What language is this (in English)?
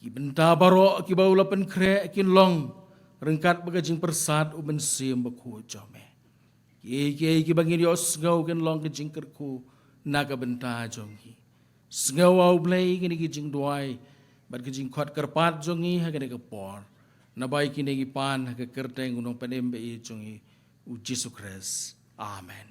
Khasi